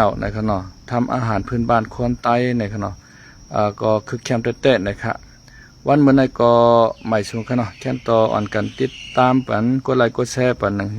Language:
Shan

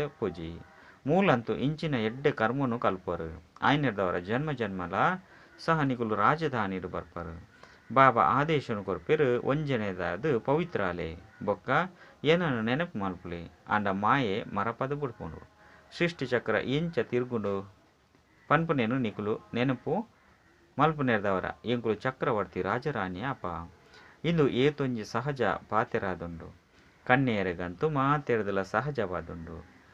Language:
Tulu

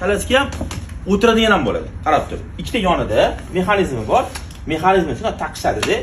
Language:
Uzbek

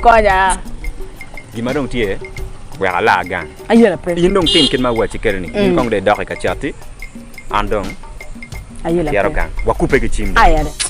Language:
Acoli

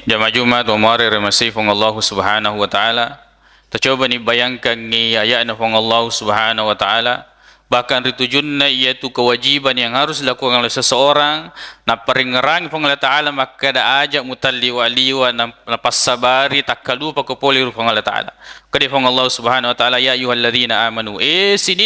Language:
Buginese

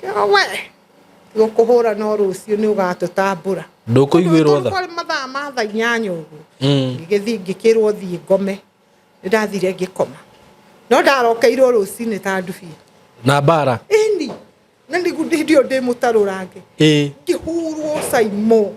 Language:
Kikuyu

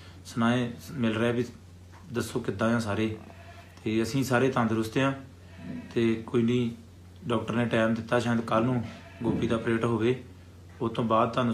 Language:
Punjabi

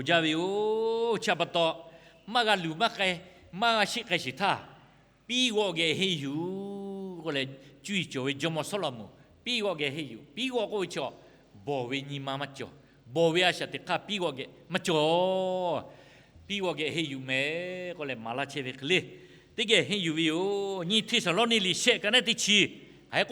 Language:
Lahu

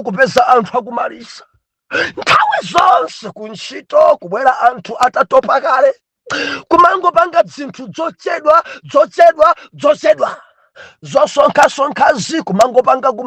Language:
Nyanja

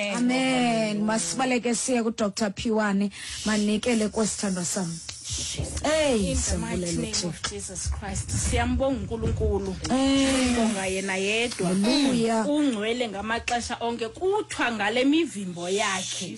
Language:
Xhosa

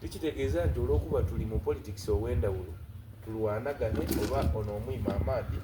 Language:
Soga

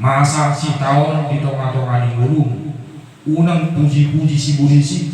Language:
Batak Toba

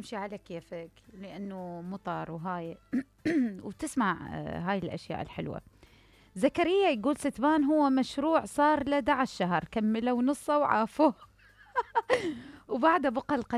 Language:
Mesopotamian Arabic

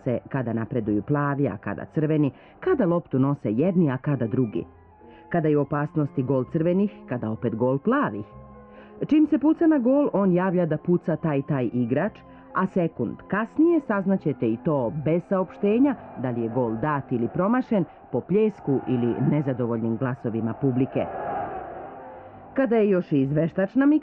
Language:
Serbian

